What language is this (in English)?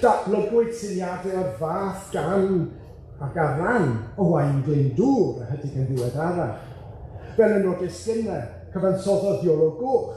Welsh